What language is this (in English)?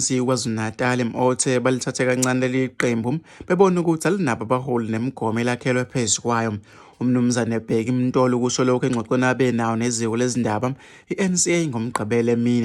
Zulu